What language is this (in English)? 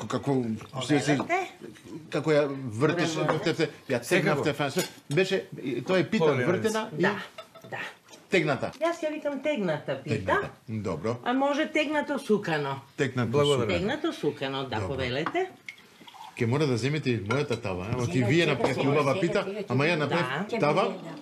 Macedonian